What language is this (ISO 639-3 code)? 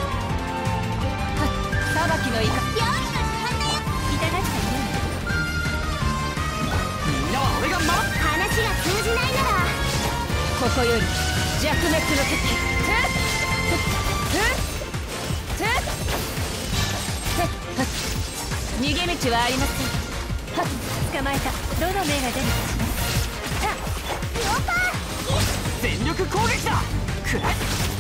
jpn